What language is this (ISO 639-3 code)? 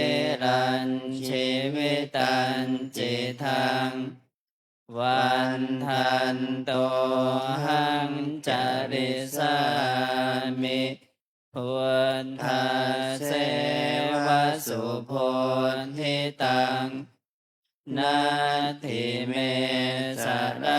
pli